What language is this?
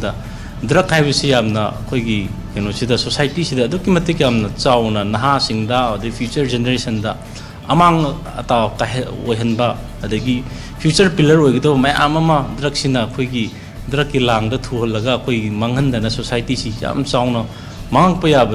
Manipuri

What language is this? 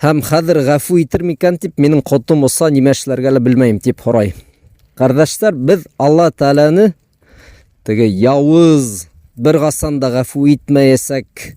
Bashkir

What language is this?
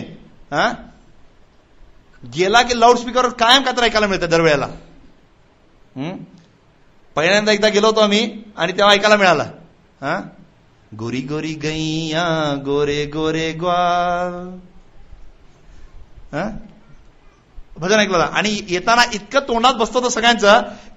Marathi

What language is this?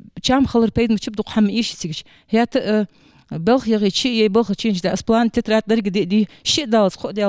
Ingush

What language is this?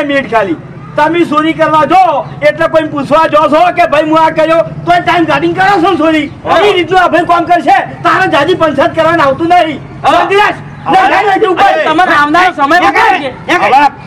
Gujarati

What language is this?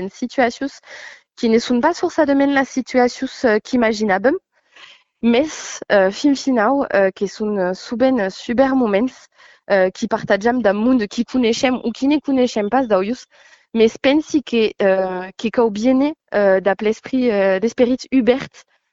Occitan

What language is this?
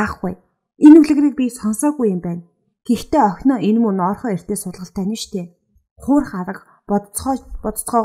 Mongolian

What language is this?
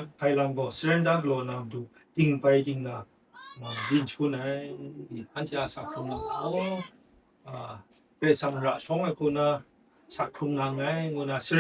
Kachin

